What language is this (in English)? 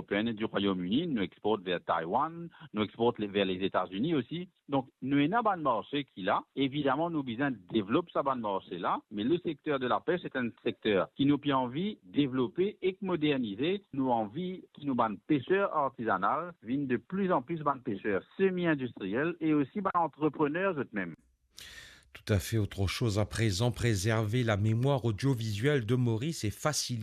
Morisyen